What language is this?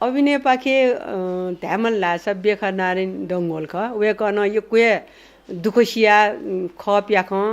Newari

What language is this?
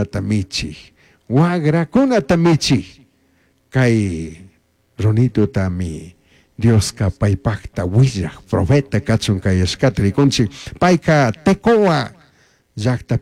Chimborazo Highland Quichua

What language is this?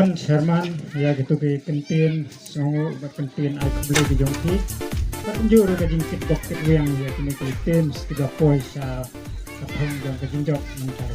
Khasi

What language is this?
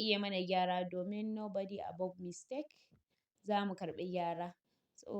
Hausa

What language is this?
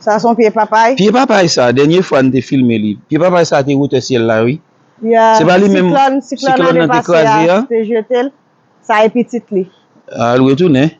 Haitian Creole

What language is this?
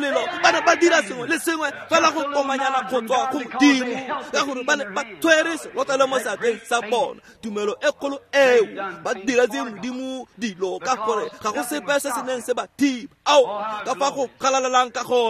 Tswana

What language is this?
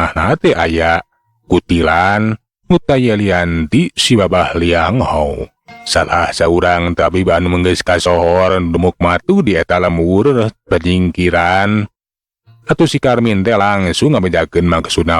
Sundanese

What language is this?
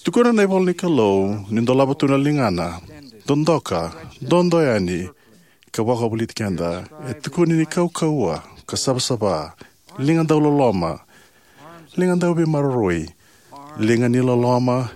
Fijian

